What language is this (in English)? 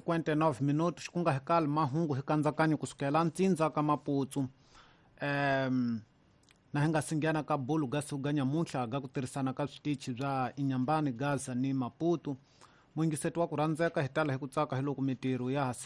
Tsonga